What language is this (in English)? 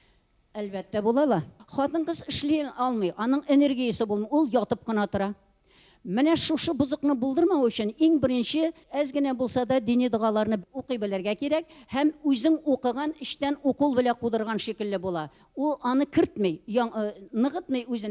Tatar